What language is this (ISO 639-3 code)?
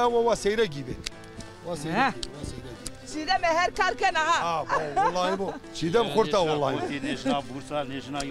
zza